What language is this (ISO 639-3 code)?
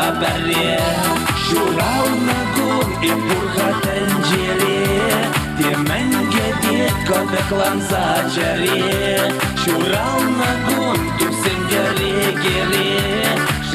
chv